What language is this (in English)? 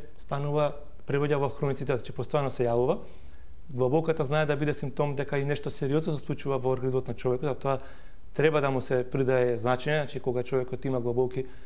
Macedonian